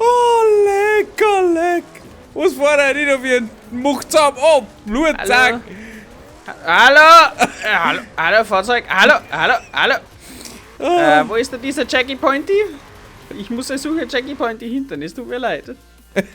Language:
Bavarian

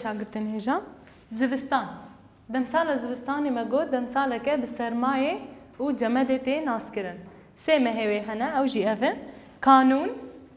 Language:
Kurdish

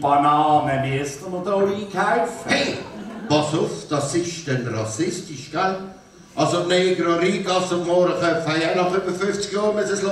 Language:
Swiss German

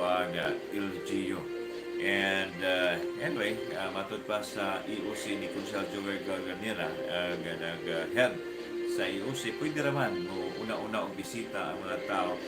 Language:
Cebuano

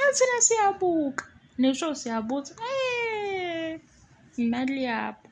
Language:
Zulu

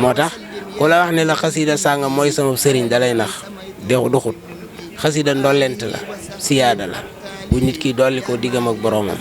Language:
Wolof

